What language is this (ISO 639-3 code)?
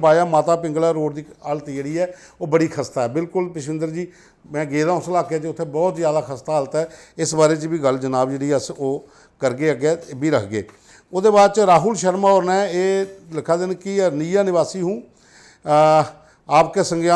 doi